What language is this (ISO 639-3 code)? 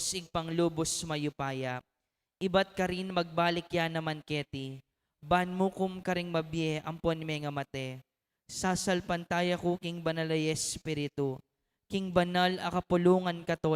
pam